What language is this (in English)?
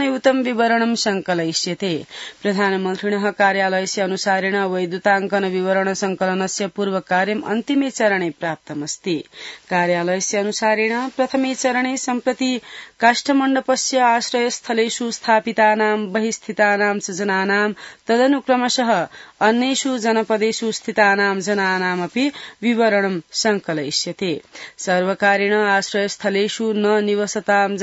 Sanskrit